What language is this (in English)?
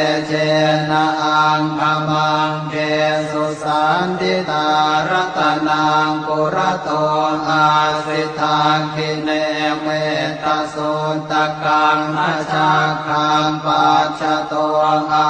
Pali